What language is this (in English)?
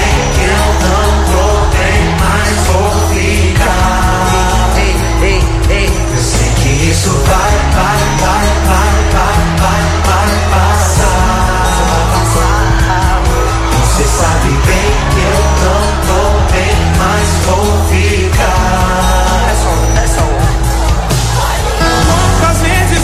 Portuguese